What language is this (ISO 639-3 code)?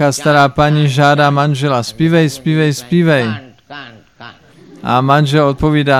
ces